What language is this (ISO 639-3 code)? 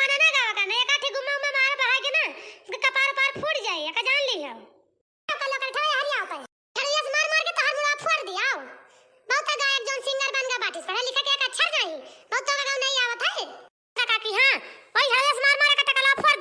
awa